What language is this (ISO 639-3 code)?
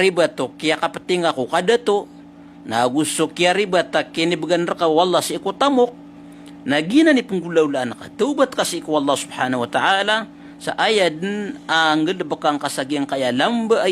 mrw